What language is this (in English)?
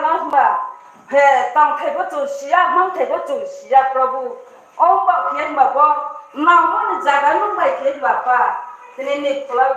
Riang (India)